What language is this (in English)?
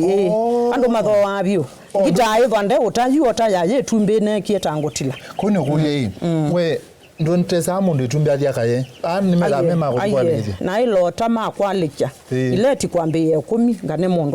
Kamba